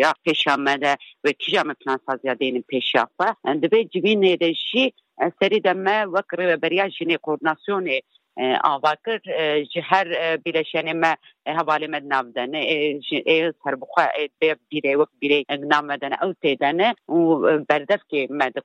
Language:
Kurdish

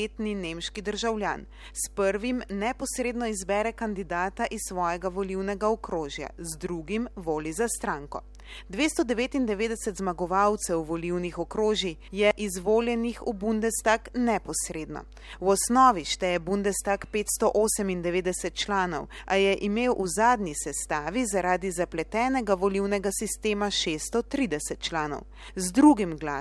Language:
Slovenian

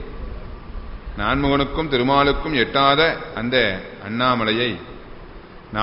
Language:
Tamil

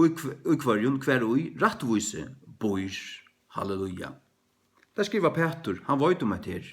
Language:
Faroese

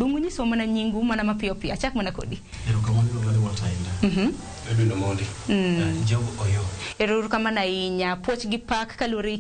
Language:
Luo (Kenya and Tanzania)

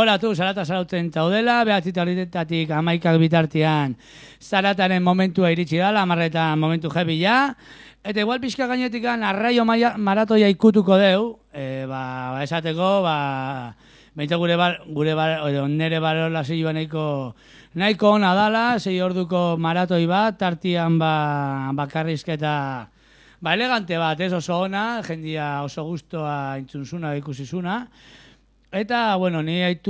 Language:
Basque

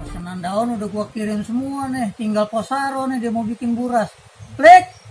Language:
Betawi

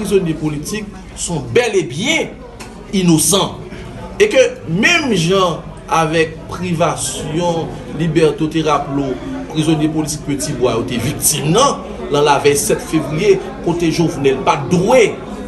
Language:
Haitian Creole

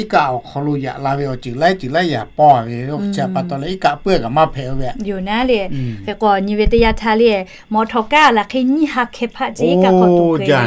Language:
Lahu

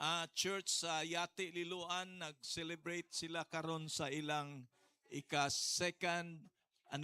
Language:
Cebuano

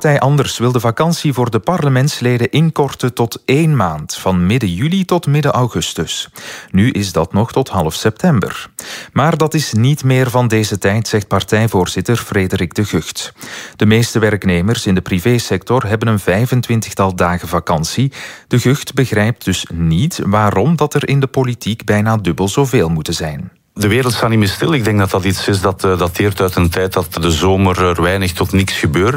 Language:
Dutch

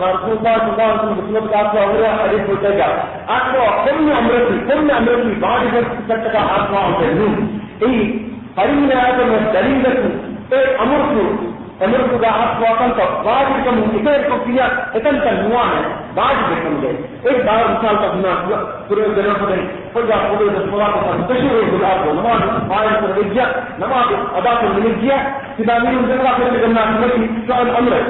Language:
Divehi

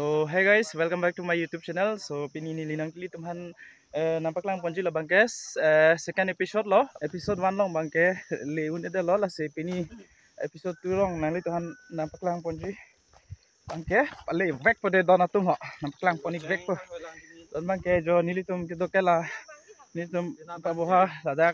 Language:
Karbi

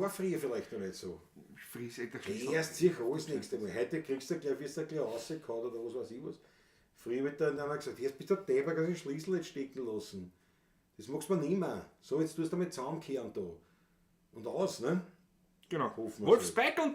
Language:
Bavarian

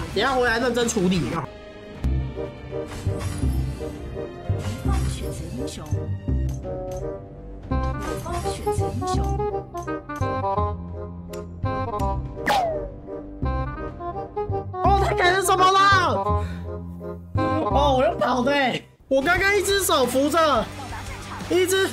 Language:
Chinese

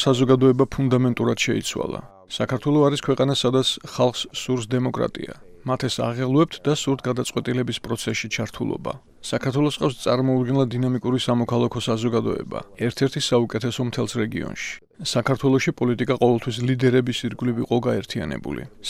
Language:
Georgian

